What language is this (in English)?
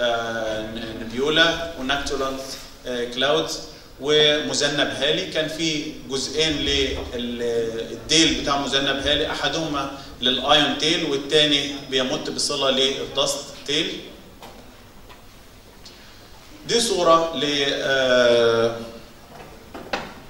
Egyptian Arabic